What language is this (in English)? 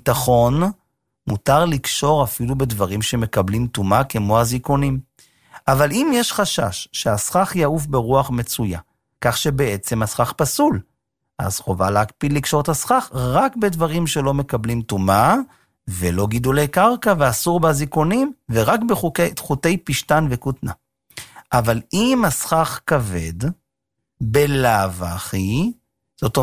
Hebrew